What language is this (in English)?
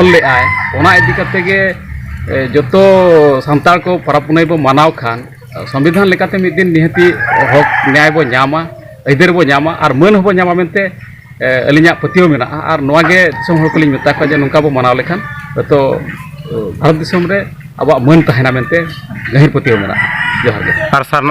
Santali